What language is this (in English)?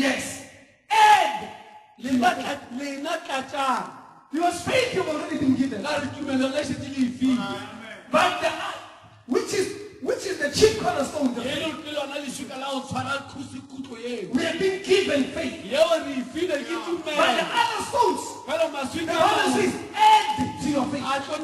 Northern Sotho